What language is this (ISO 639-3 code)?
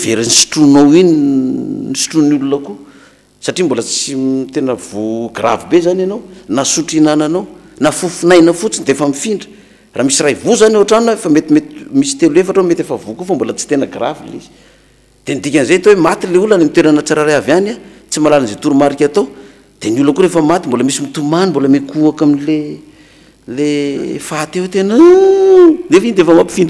mlg